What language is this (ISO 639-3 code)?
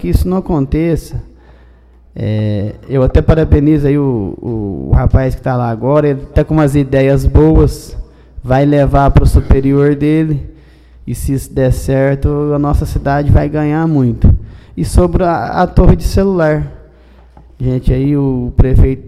por